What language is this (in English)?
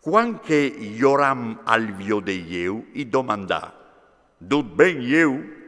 Friulian